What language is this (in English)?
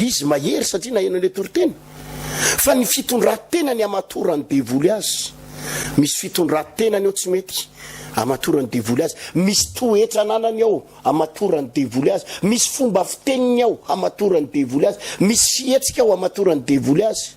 Malagasy